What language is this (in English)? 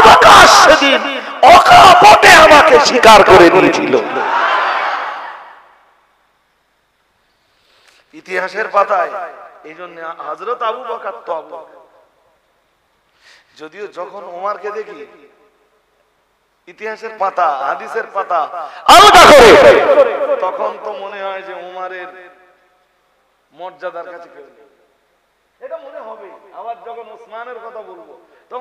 Bangla